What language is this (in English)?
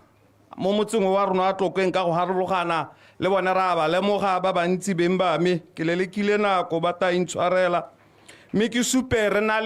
Tswana